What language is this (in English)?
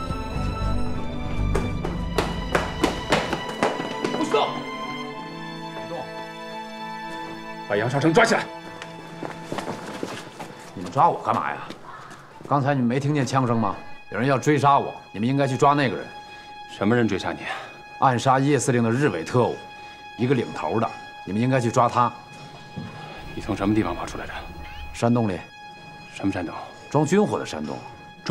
Chinese